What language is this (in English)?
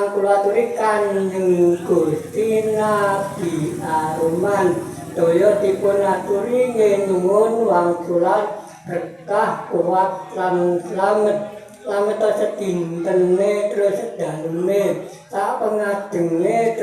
Javanese